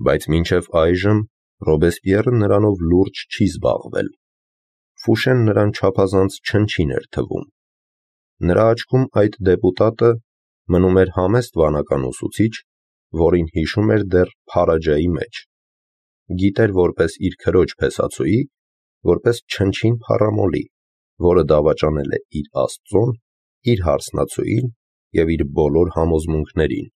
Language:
Armenian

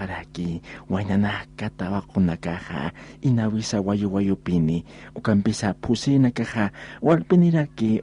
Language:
Aymara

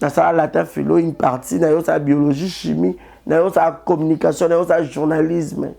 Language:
Lingala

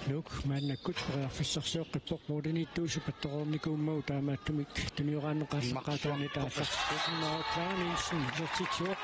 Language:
Kalaallisut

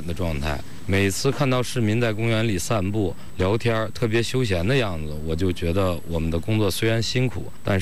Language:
Chinese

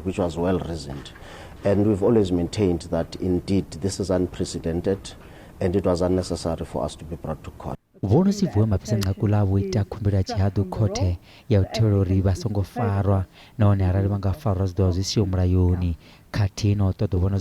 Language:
Venda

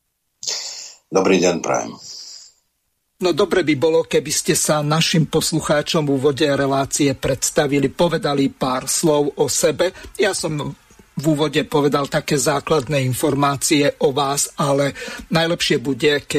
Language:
Slovak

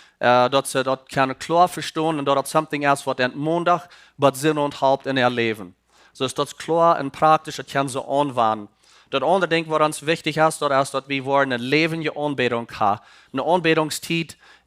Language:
Plautdietsch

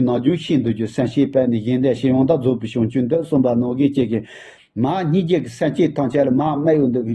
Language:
Tibetan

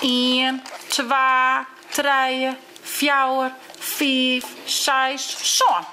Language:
Western Frisian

